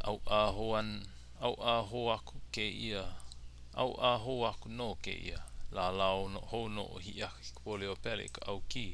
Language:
Hawaiian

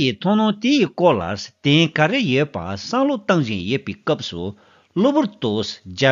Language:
Tibetan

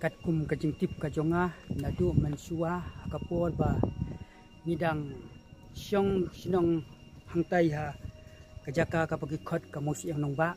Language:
Khasi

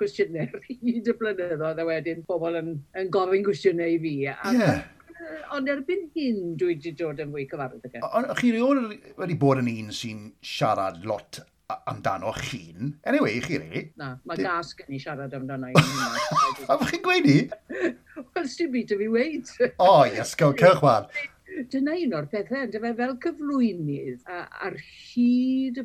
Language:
Welsh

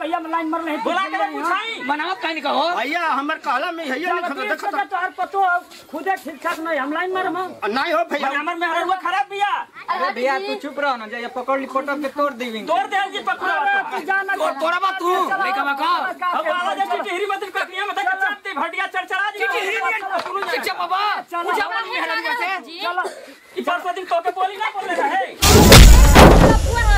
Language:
Bhojpuri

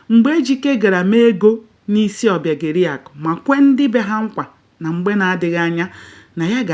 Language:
Igbo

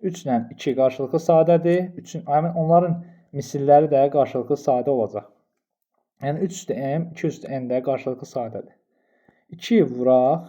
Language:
Azerbaijani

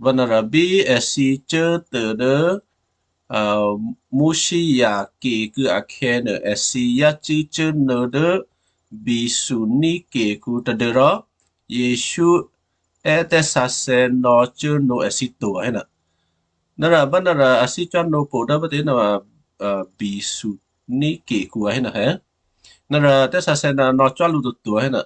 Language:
Western Kayah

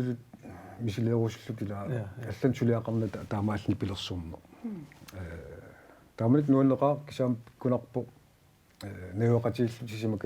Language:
Kalaallisut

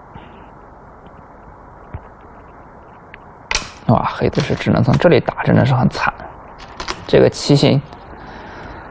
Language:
Chinese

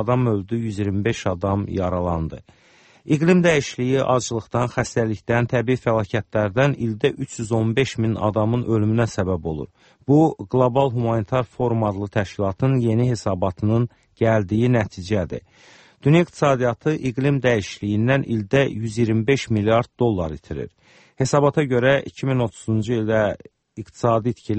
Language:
Azerbaijani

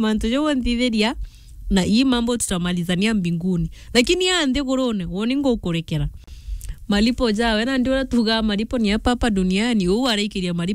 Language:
Meru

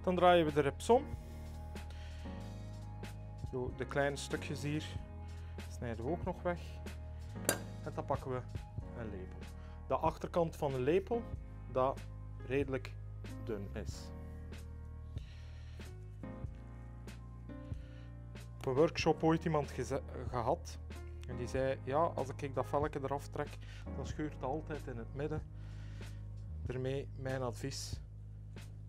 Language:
Dutch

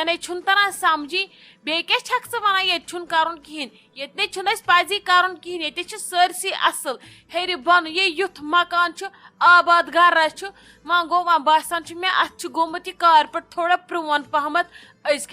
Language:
Kashmiri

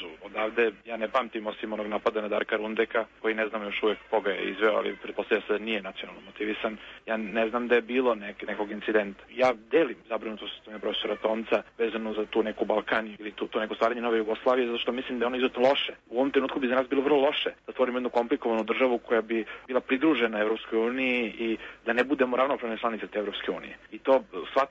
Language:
Serbian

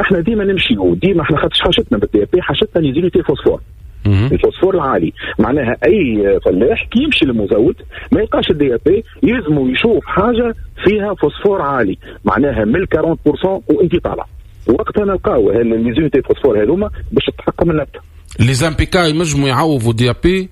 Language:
Tunisian Arabic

